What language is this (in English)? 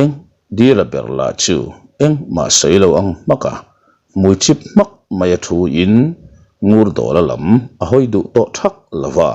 Mizo